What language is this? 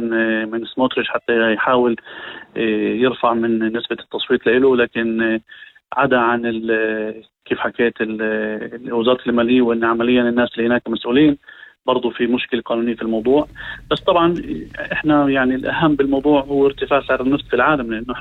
North Levantine Arabic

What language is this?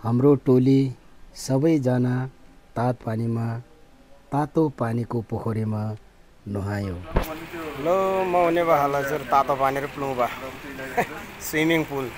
Nepali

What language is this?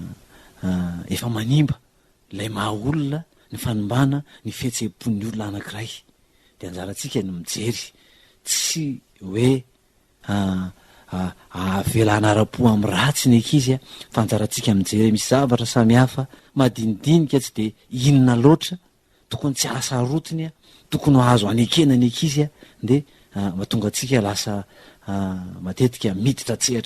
Malagasy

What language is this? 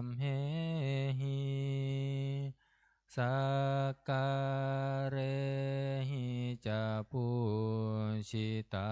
Pali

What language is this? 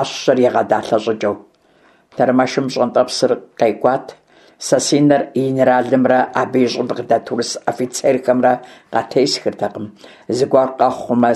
Kabardian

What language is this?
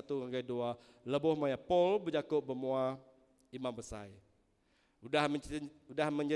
Iban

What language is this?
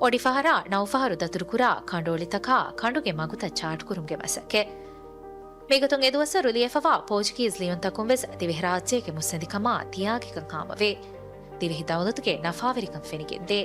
Divehi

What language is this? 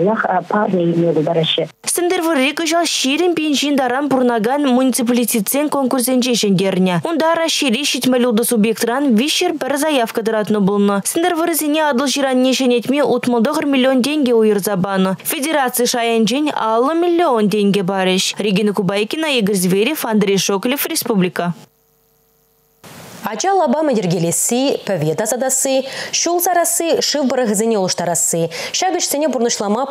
Chuvash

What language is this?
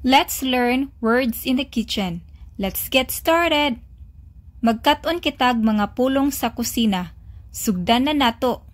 Cebuano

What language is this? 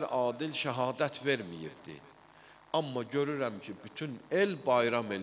Azerbaijani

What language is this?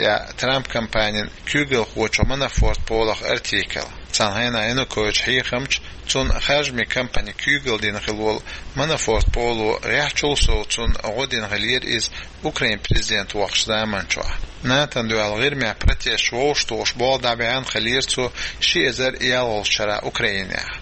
Chechen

